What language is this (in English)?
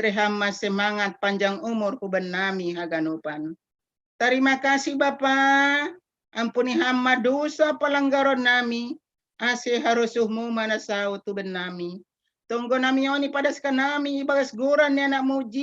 Batak Simalungun